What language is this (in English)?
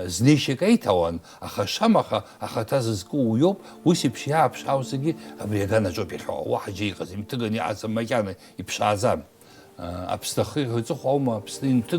Abkhazian